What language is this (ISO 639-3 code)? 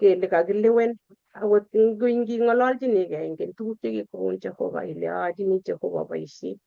kln